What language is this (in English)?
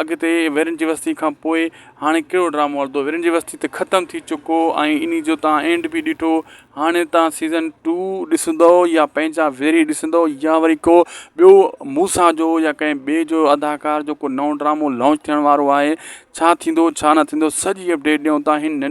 Sindhi